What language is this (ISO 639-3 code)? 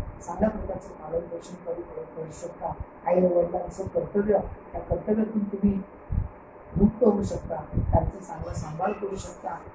mar